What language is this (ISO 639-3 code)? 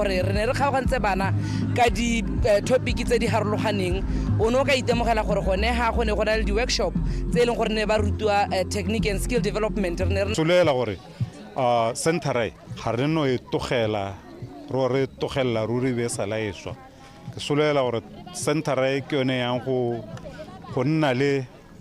tsn